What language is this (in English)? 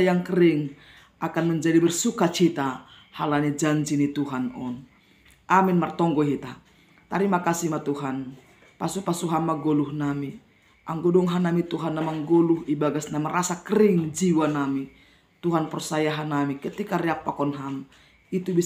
Batak Simalungun